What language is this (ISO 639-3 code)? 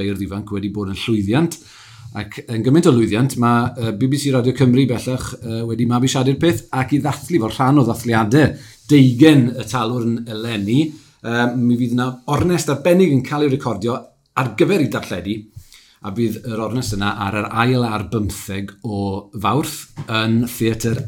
cym